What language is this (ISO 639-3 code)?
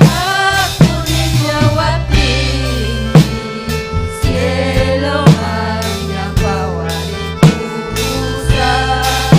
quy